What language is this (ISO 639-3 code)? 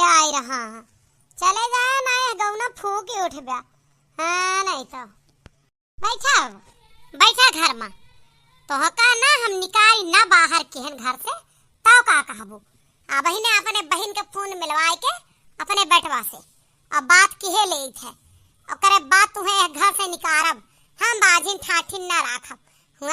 awa